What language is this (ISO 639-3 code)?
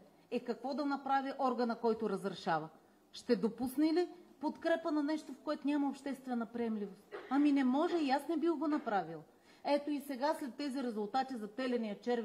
bul